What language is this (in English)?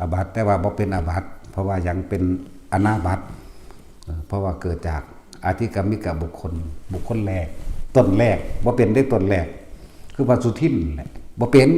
Northeastern Thai